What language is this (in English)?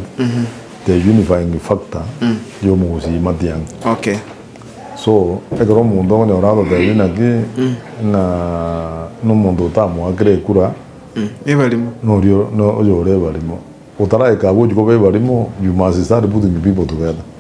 Gusii